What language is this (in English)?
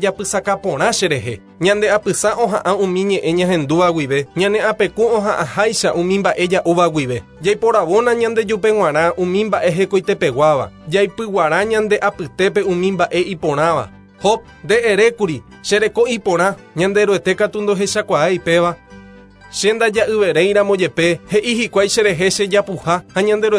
Guarani